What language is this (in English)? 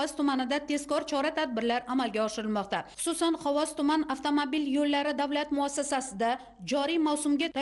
Uzbek